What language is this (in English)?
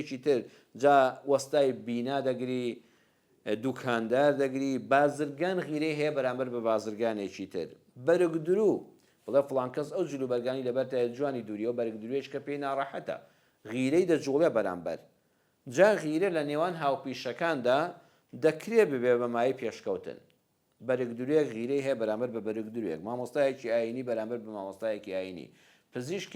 Central Kurdish